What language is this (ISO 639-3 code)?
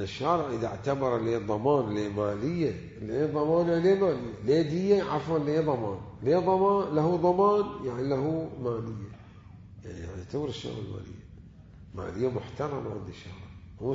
acm